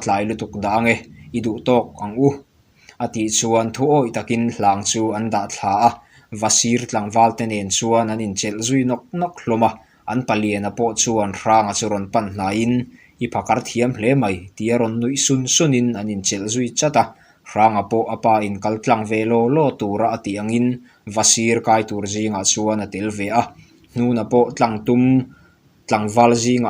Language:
Mizo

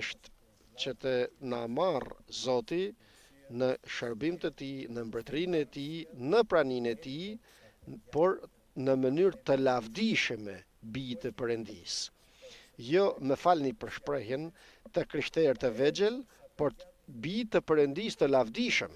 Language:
Albanian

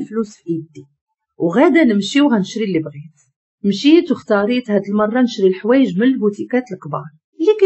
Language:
Moroccan Arabic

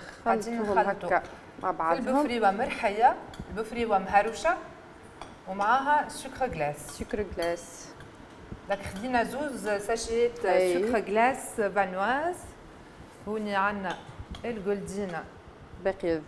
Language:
Tunisian Arabic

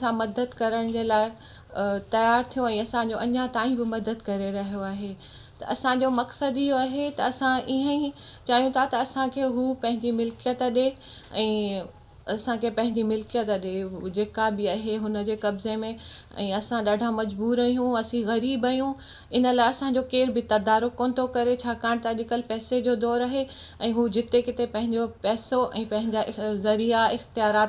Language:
Sindhi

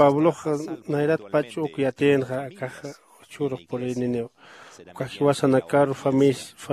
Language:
Aymara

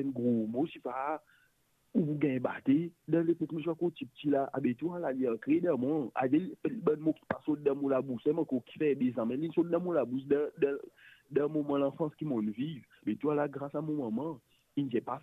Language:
Morisyen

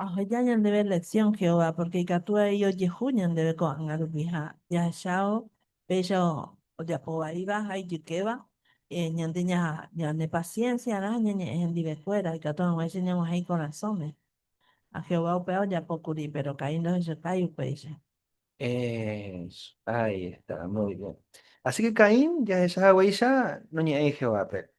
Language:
Guarani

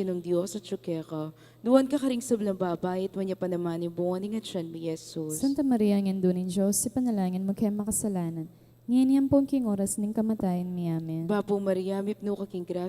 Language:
Pampanga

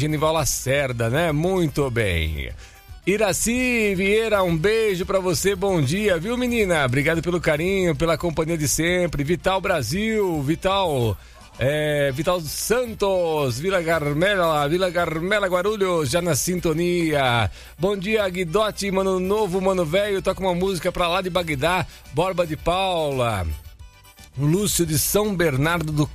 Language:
Portuguese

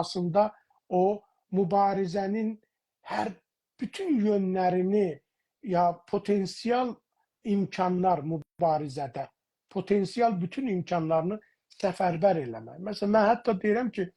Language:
South Azerbaijani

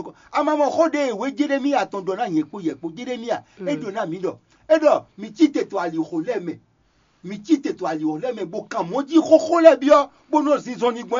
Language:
Fon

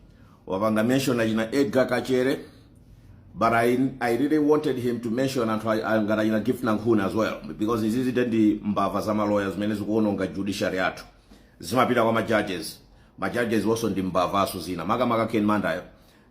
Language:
Nyanja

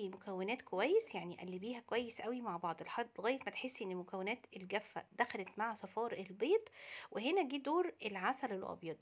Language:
Egyptian Arabic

